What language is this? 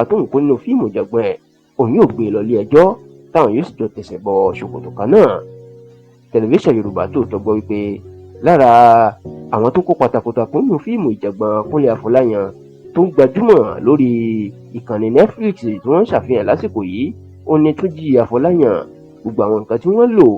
Yoruba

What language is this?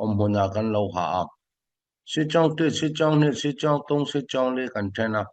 Falam Chin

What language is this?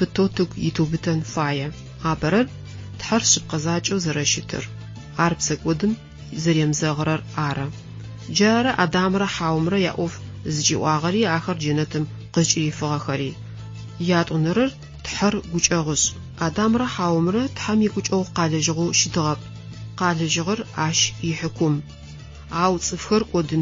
Adyghe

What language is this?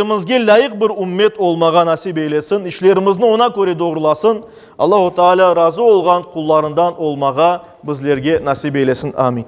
Crimean Tatar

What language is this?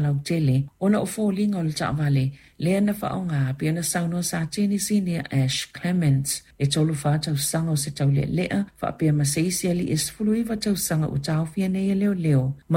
Samoan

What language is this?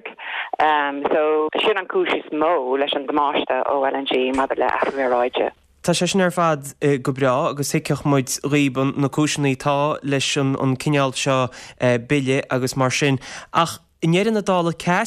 Irish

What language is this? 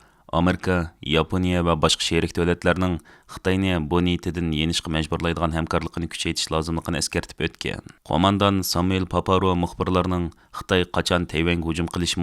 Uyghur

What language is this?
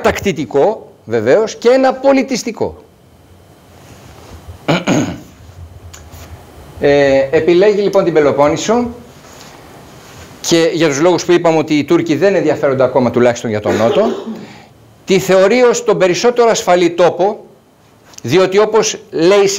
Greek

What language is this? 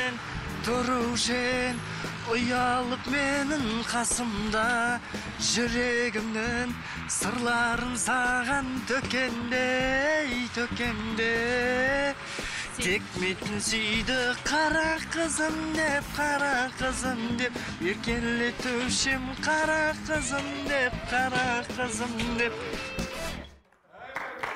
Kazakh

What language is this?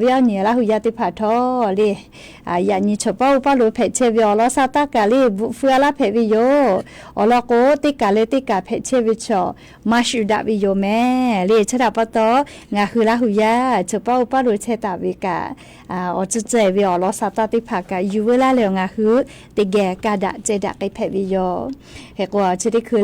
Lahu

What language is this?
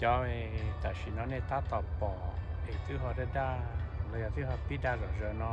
Hmong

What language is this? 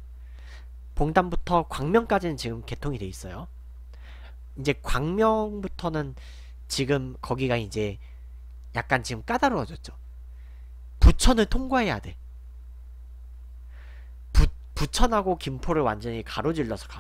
Korean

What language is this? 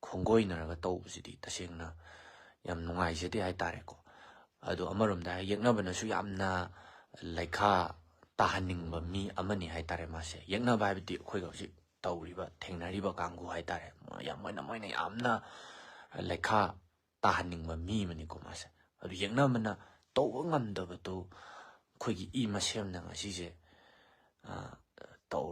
Manipuri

